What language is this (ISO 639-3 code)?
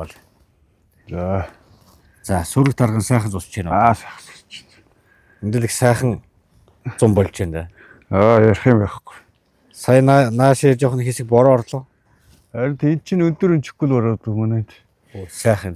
mon